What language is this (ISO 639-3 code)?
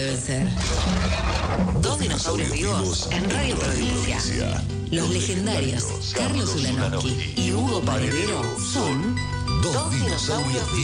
spa